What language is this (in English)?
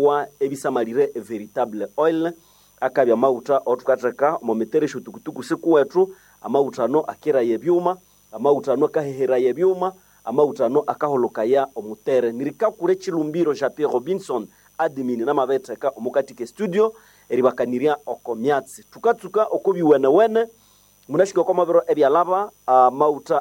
Nande